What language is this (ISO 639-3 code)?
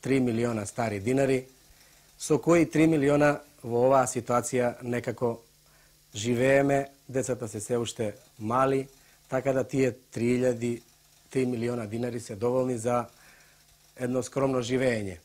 mkd